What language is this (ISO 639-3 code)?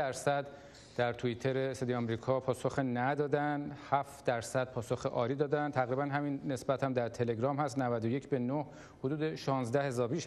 fas